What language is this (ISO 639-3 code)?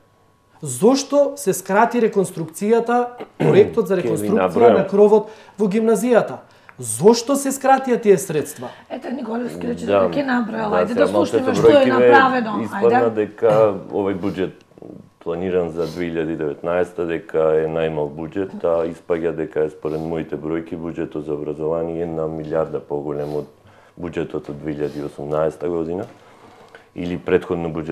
mkd